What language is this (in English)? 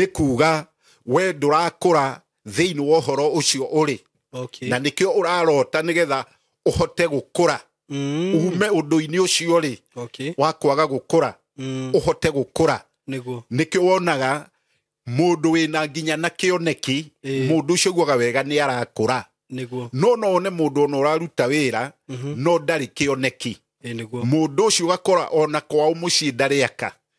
Kikuyu